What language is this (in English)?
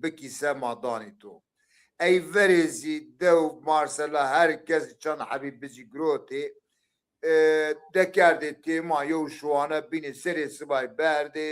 Zaza